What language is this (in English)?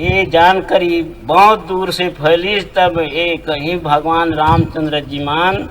Chhattisgarhi